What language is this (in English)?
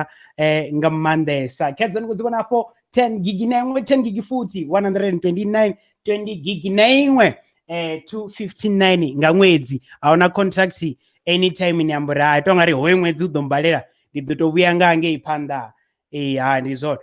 Venda